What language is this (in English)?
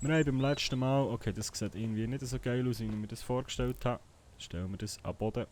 Swiss German